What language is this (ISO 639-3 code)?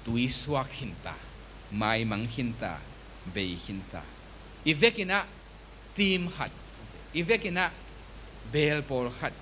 ctd